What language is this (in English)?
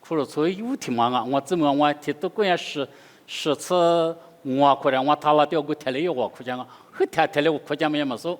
Lisu